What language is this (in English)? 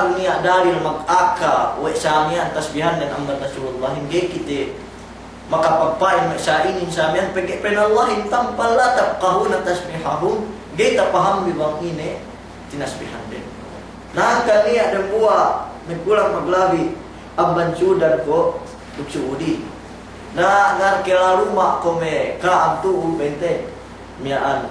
Yakan